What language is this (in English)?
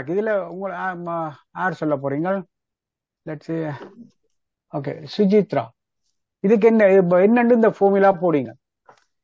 Tamil